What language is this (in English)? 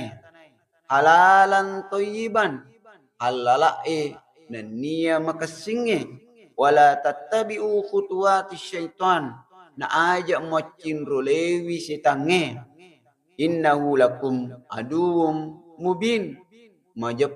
Buginese